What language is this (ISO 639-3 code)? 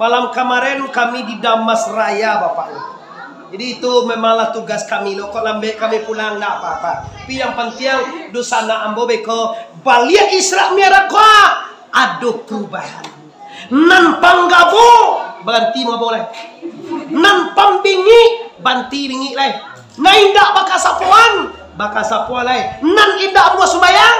min